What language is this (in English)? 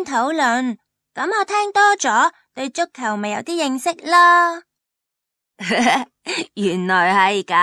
Cantonese